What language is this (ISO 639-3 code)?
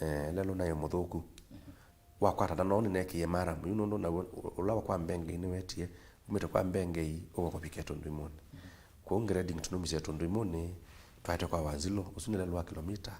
kam